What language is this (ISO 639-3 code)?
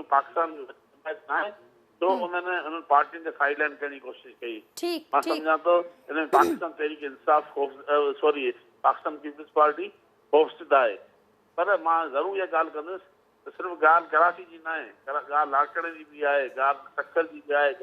snd